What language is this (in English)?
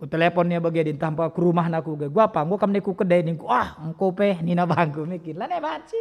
Batak Karo